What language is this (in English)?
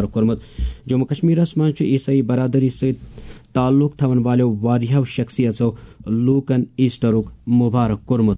Kashmiri